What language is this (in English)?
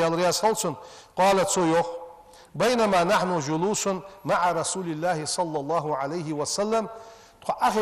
Ingush